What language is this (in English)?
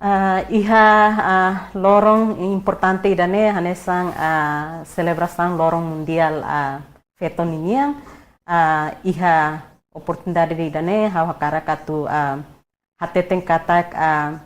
Tetum